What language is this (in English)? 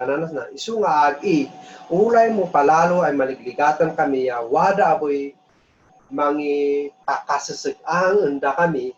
Kankanaey